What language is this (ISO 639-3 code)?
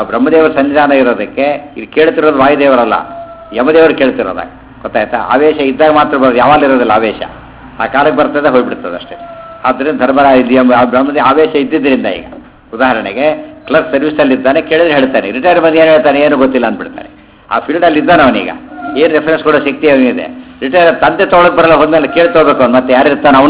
kan